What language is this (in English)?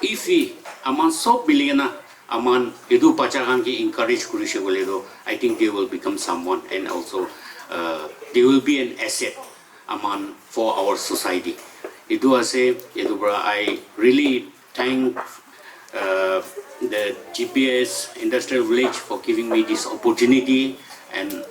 Naga Pidgin